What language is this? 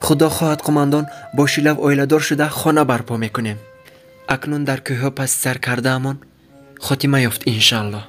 Tajik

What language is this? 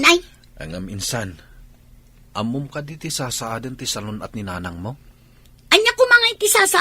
Iloko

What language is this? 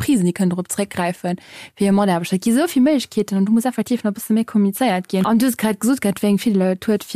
Luxembourgish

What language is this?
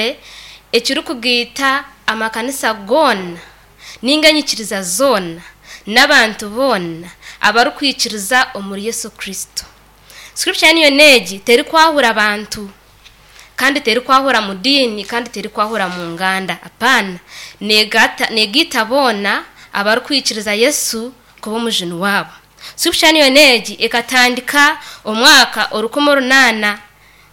Nyankole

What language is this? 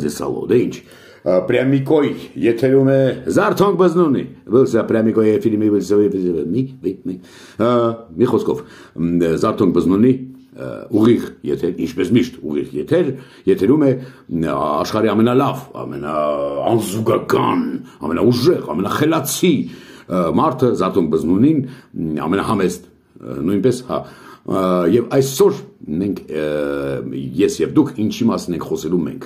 Armenian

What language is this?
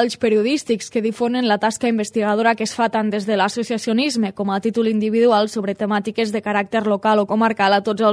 Catalan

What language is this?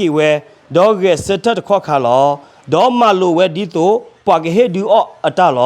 S'gaw Karen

